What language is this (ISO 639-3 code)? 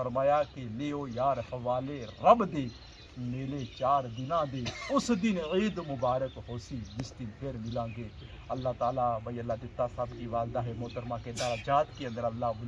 phr